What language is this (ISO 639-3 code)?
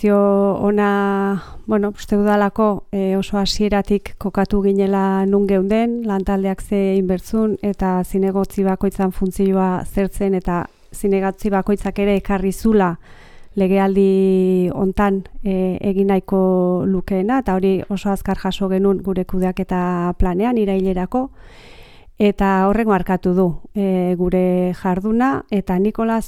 eus